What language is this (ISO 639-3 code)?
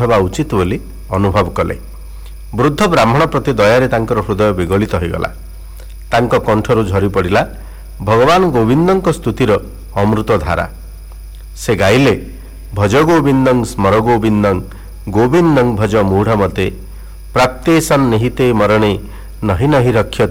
ori